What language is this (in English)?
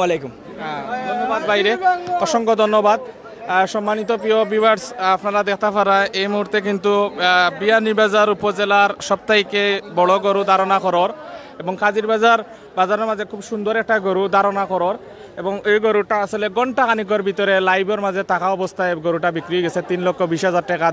Sylheti